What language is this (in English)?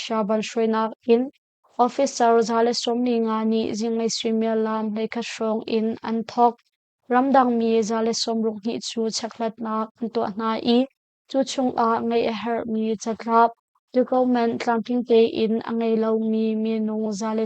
Hakha Chin